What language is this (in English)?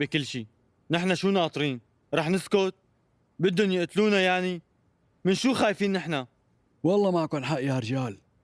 North Levantine Arabic